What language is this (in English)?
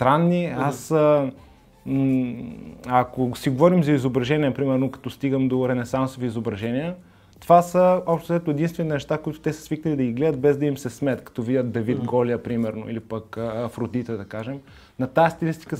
Bulgarian